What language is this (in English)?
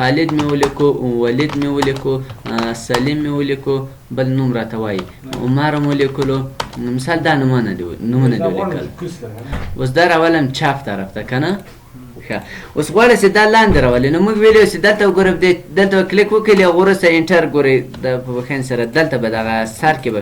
Pashto